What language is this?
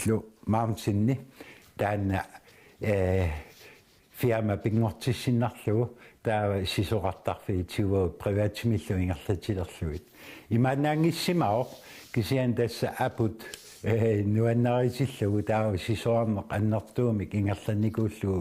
Kalaallisut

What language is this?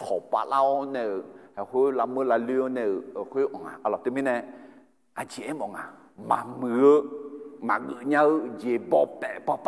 Akha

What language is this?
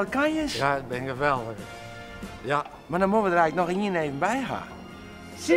Western Frisian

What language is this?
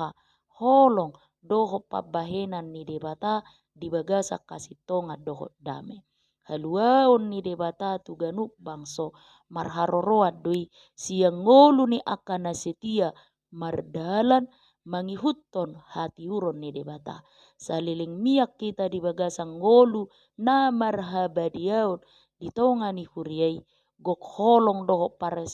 Batak Toba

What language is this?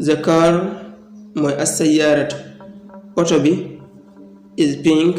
Wolof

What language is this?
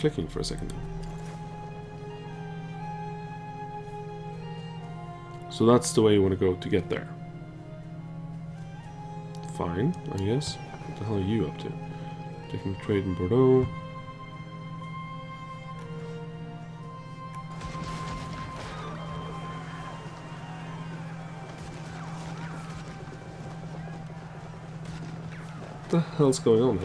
English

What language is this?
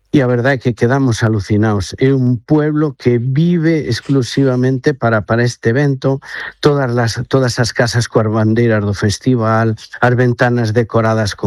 Galician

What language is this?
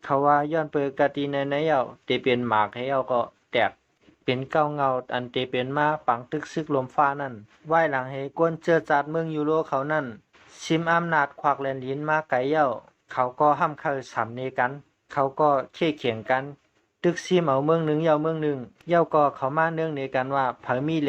Shan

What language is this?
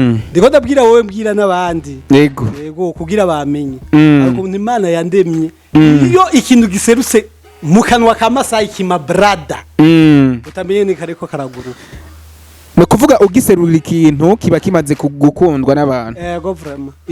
Rundi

